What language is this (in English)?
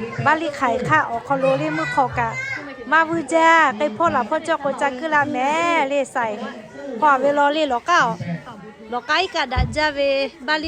Lahu